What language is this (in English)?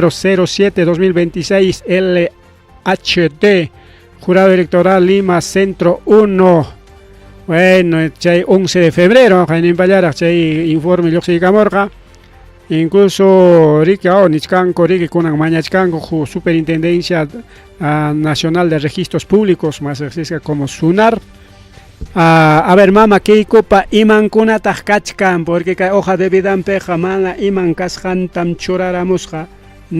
Ayacucho Quechua